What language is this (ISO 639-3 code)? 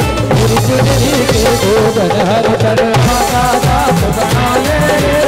hin